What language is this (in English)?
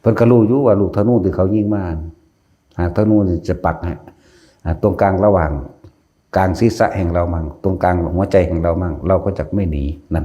Northeastern Thai